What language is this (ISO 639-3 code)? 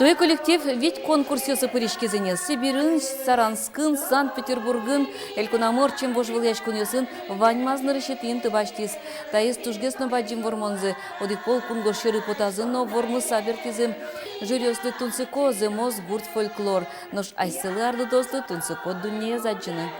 udm